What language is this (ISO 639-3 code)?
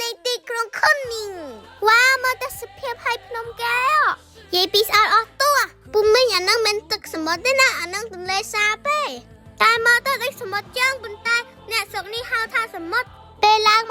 khm